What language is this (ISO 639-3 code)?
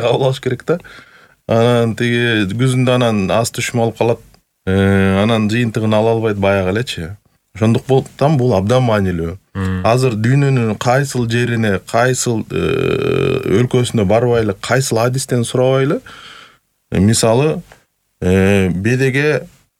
kir